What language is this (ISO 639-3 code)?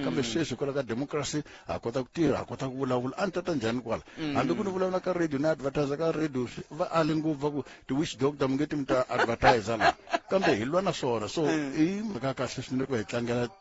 tso